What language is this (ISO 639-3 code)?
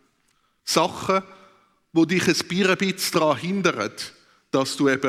gsw